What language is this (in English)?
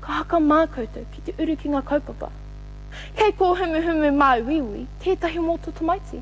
Māori